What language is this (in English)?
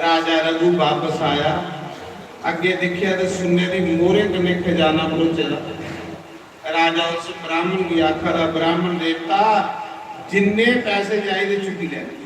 Dogri